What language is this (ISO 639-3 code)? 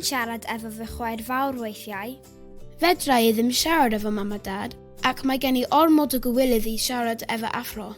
cym